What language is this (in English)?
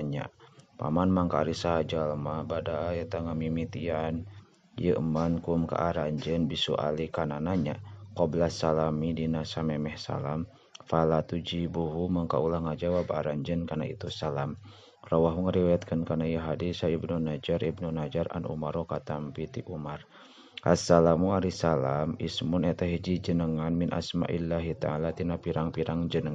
Sundanese